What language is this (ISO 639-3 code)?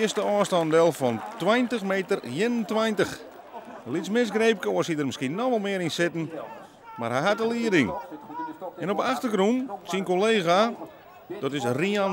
fry